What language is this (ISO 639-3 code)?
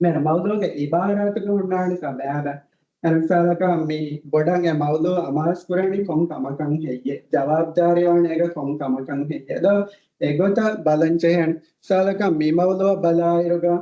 div